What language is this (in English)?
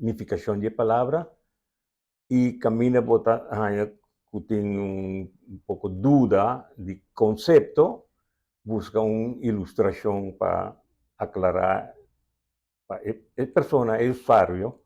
Papiamento